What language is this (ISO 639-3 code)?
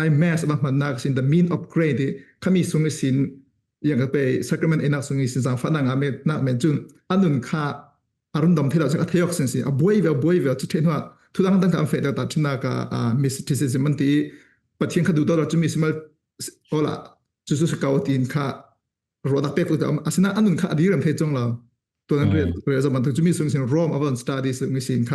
cfm